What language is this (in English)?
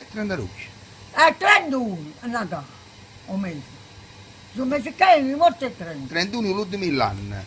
Neapolitan